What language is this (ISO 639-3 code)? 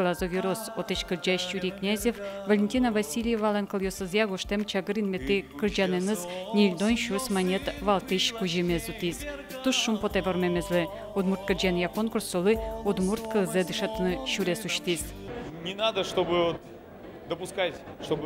udm